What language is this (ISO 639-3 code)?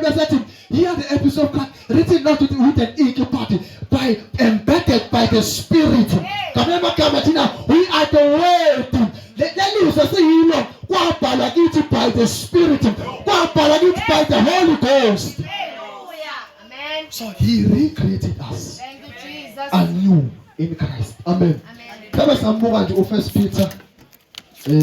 zul